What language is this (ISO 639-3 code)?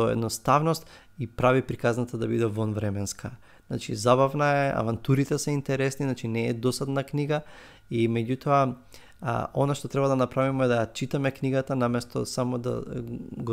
mkd